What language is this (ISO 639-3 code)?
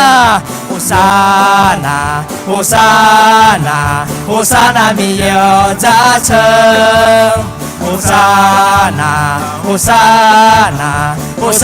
ahk